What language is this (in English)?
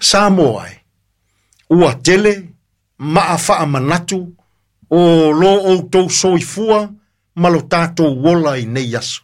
Samoan